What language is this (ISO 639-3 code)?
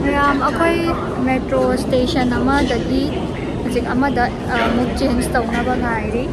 mni